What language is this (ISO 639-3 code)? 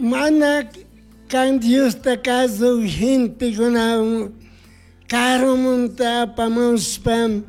qug